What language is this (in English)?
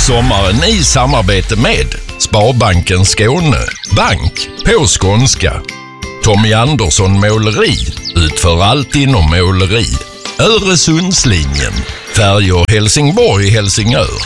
Swedish